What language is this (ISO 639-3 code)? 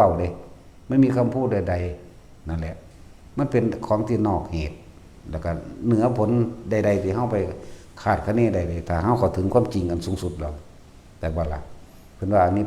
tts